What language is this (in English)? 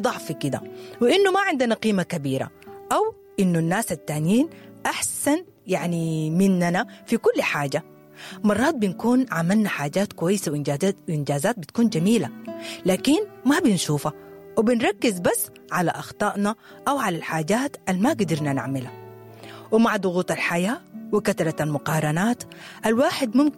Sudanese Arabic